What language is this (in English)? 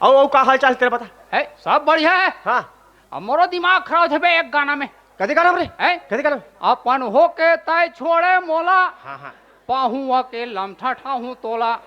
Chhattisgarhi